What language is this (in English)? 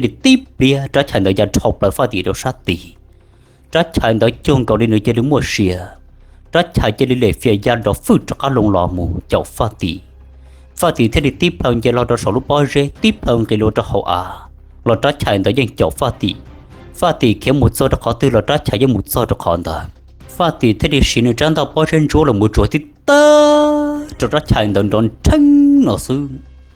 Hmong